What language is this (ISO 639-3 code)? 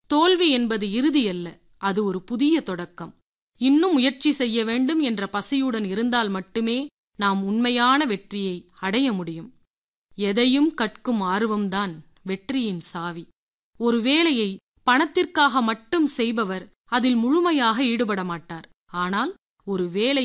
tam